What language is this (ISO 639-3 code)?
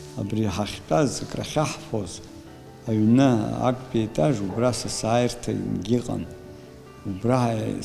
abk